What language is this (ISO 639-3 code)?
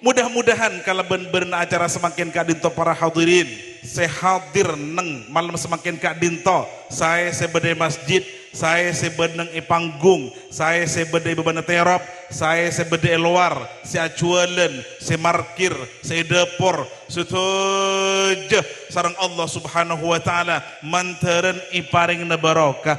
mad